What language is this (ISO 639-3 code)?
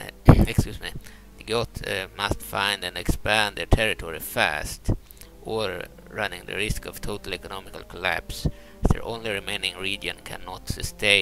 eng